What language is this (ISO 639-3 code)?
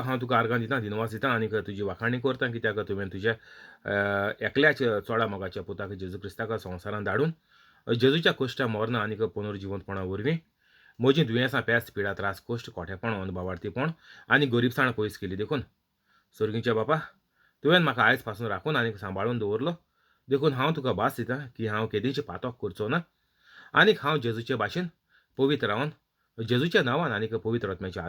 kok